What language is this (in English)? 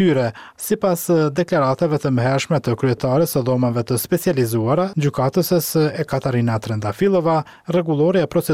Albanian